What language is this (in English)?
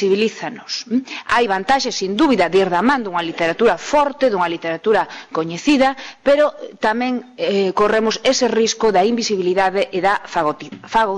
Galician